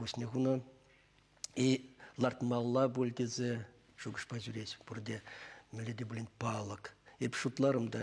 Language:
Chuvash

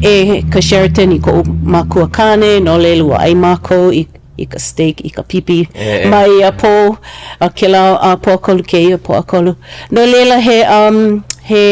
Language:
Hawaiian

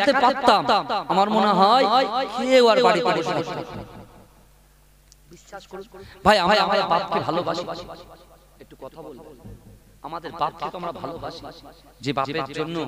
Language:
Bangla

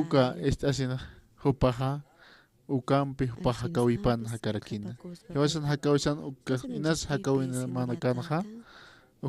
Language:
Aymara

